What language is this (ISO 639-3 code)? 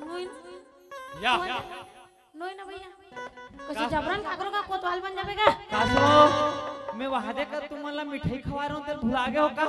hne